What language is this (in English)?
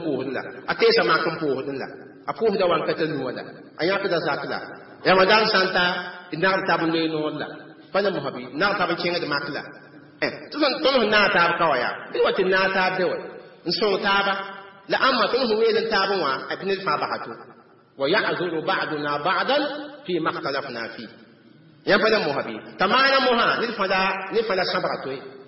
Mossi